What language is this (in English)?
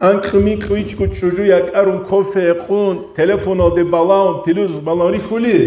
Avaric